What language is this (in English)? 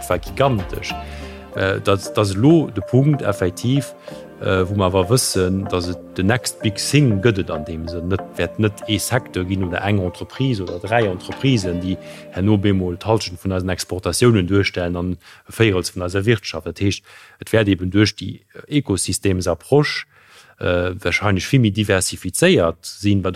Luxembourgish